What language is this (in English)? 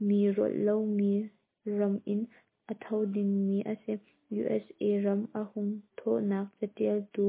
Hakha Chin